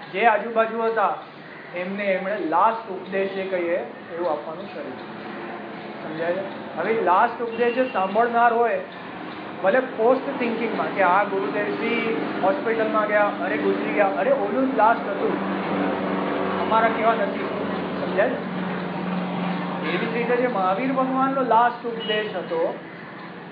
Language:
Gujarati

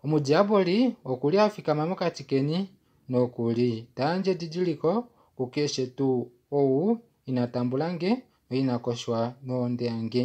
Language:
Kuanyama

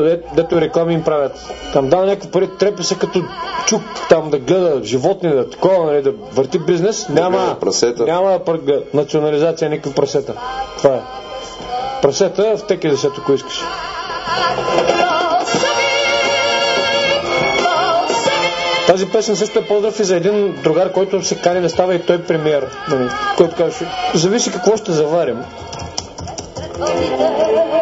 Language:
Bulgarian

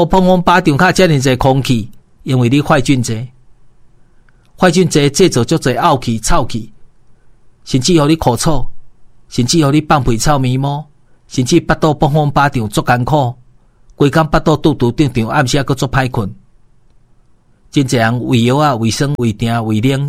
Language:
Min Nan Chinese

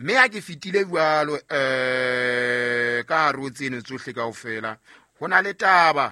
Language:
Southern Sotho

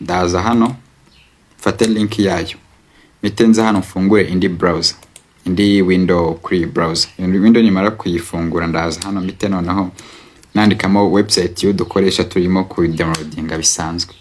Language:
Kinyarwanda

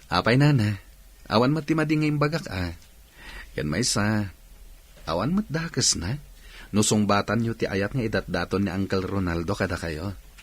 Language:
Iloko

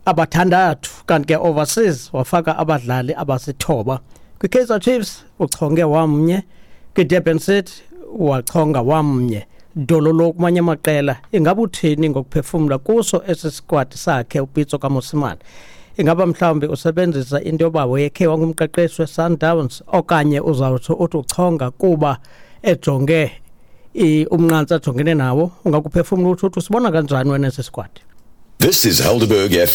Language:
Xhosa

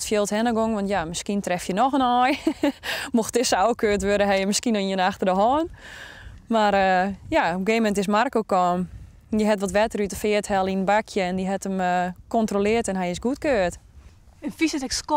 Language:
Western Frisian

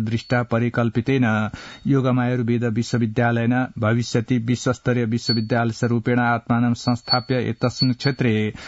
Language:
Sanskrit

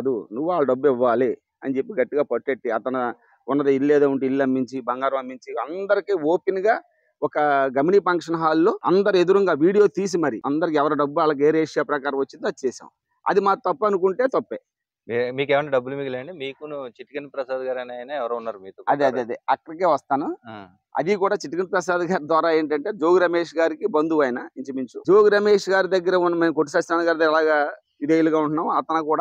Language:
Telugu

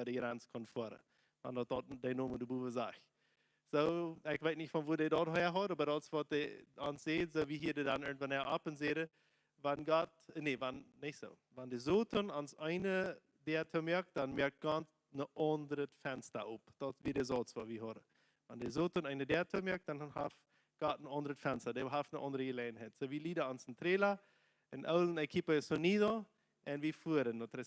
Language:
Plautdietsch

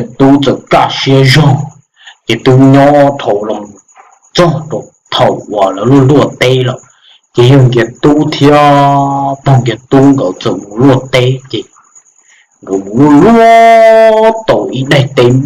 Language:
Hmong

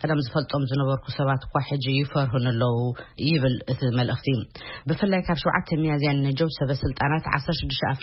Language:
Tigrinya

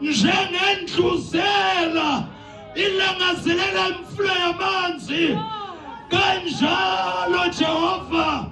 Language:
Zulu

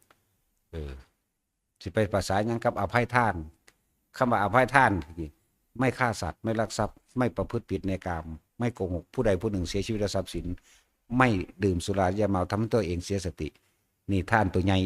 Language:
Northeastern Thai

